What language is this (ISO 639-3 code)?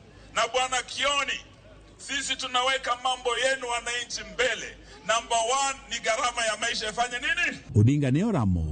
luo